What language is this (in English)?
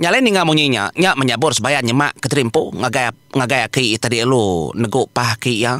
Iban